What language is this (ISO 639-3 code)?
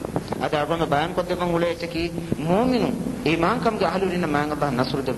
div